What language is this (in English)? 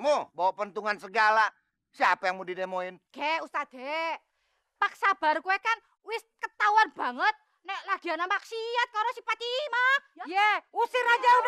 Betawi